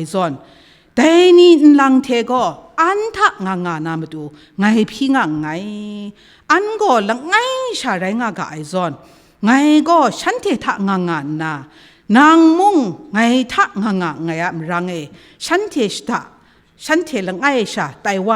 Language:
Kachin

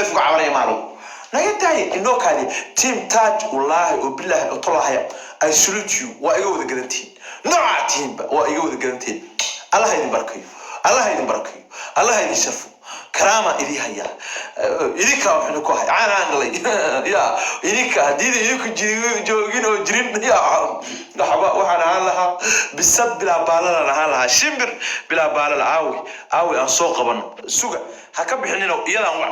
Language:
Somali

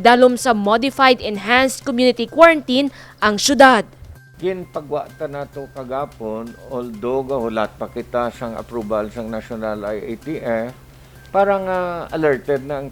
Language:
Hiligaynon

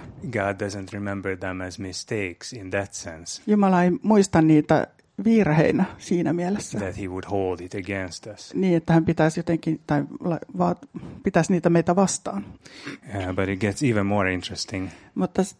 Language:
Finnish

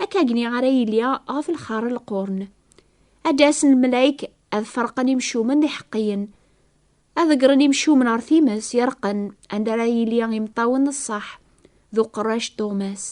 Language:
Kabyle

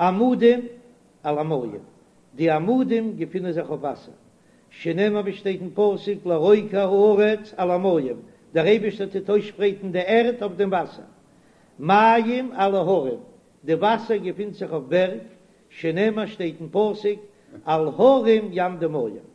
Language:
Yiddish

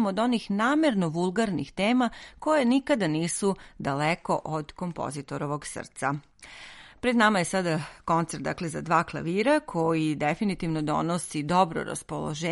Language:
Serbian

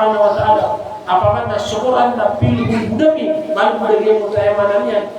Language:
Maranao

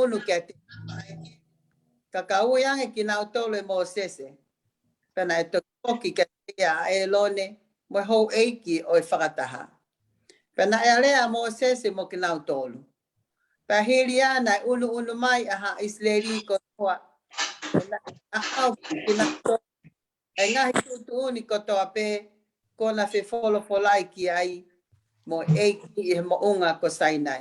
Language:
Tongan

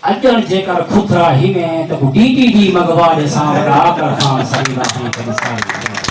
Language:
Saraiki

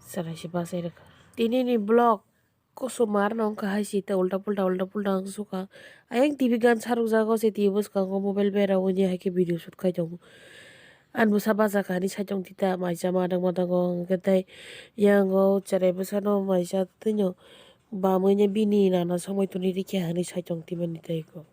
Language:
Kok Borok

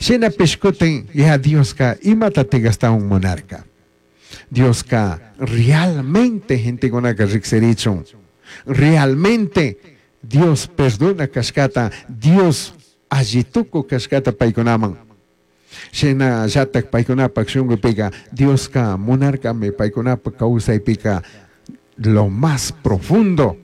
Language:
Chimborazo Highland Quichua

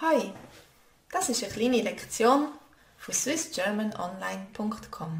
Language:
Swiss German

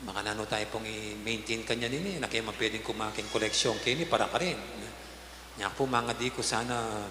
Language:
Pampanga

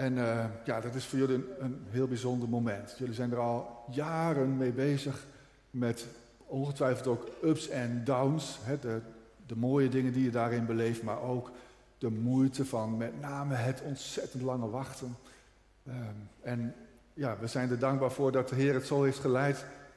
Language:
Dutch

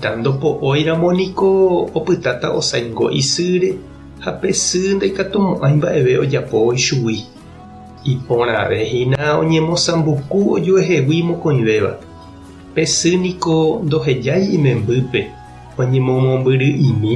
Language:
Guarani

